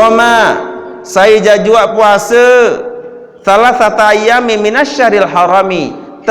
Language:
Sasak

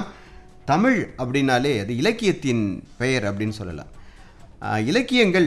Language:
Tamil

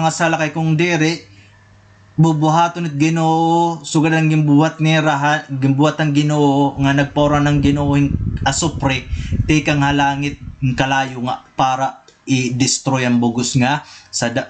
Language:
Waray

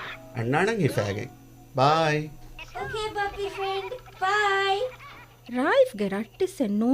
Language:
Divehi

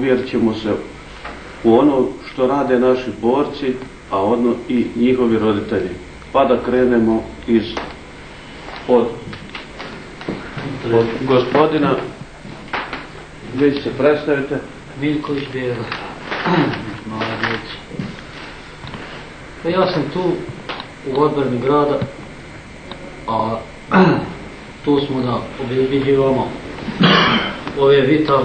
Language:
Bosnian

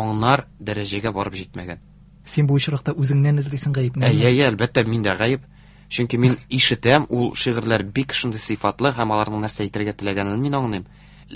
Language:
Tatar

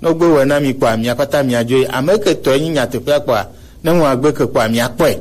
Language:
Gen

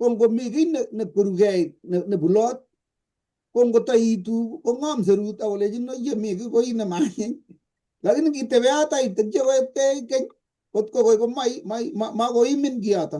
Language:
Kalenjin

